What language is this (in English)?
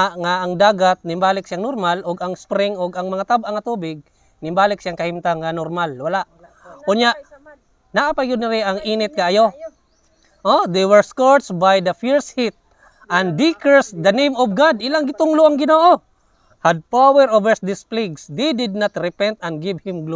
Cebuano